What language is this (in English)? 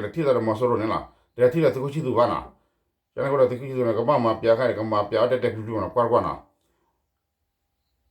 S'gaw Karen